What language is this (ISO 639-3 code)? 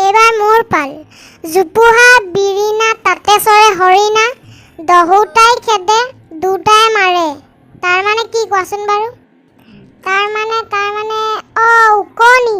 asm